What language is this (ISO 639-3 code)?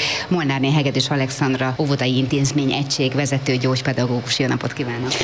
hun